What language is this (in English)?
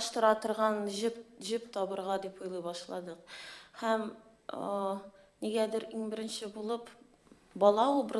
Tatar